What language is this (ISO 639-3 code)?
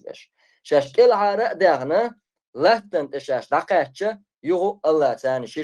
che